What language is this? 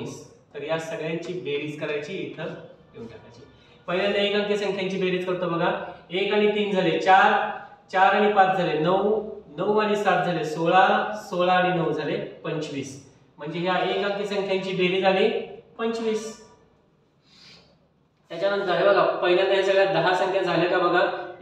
Marathi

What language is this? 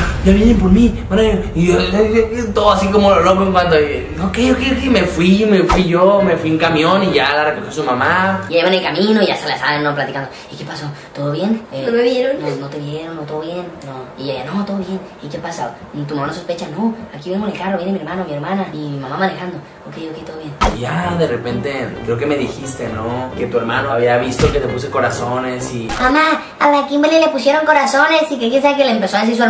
Spanish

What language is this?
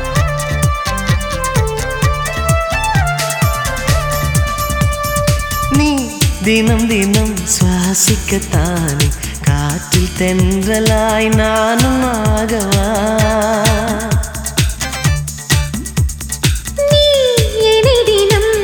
Tamil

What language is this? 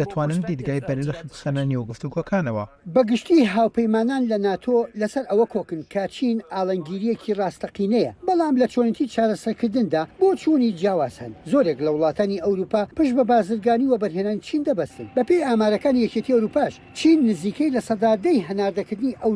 Central Kurdish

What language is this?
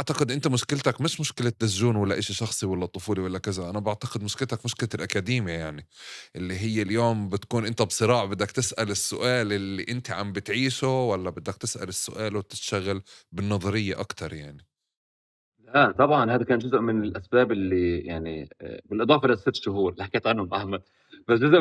North Levantine Arabic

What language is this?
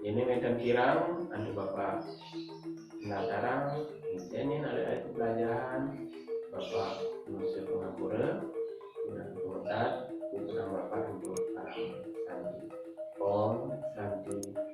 Balinese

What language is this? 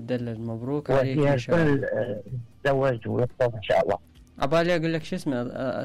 Mesopotamian Arabic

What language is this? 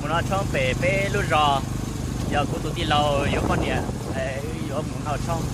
Hmong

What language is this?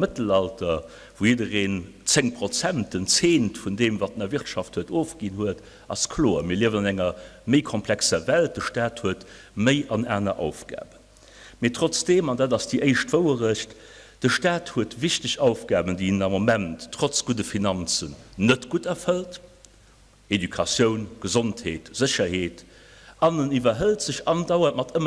Luxembourgish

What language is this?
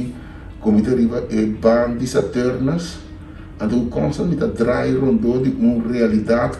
Papiamento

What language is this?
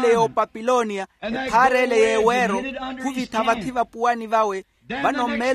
Makhuwa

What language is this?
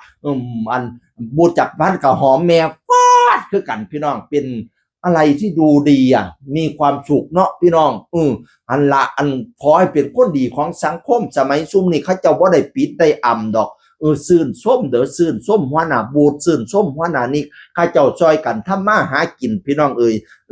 Northeastern Thai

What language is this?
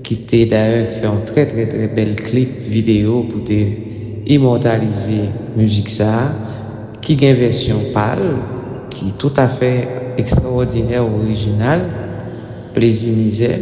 Haitian Creole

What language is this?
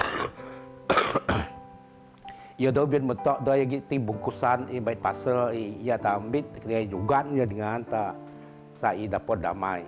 Biatah Bidayuh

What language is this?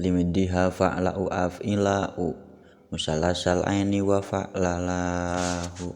Sundanese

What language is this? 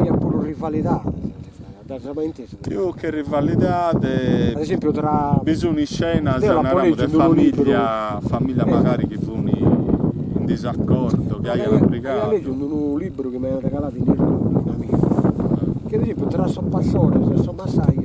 Sardinian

